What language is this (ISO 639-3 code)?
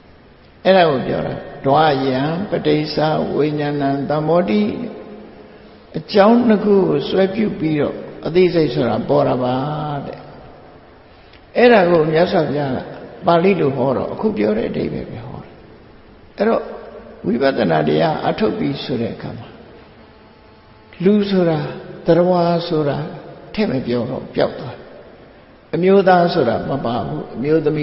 mya